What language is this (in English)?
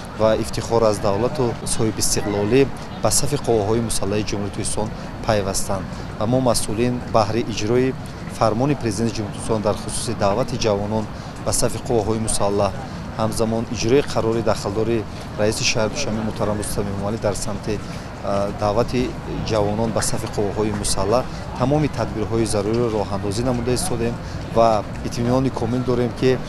Tajik